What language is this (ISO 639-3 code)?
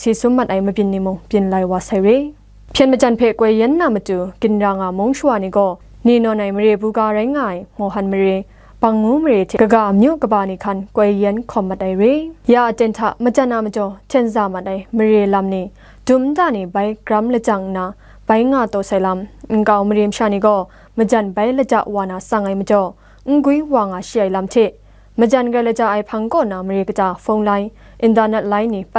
kac